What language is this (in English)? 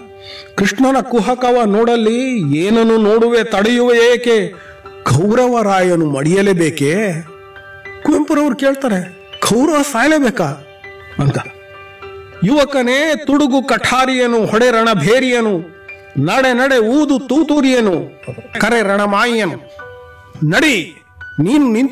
Kannada